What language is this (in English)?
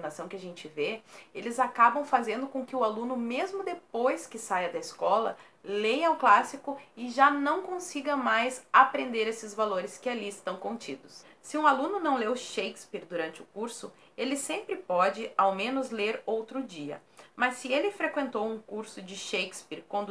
Portuguese